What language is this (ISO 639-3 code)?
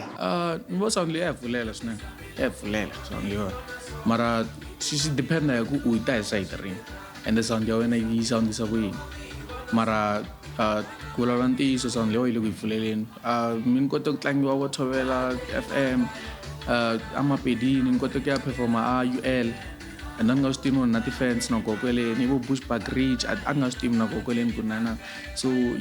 tso